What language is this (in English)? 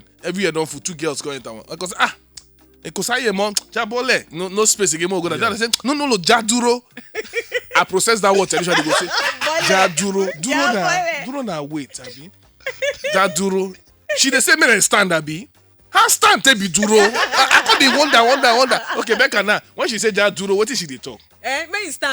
Nigerian Pidgin